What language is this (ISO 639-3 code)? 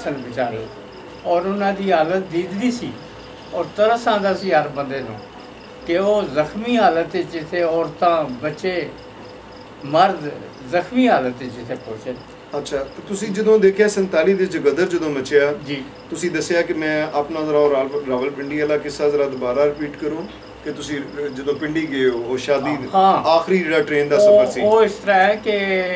pan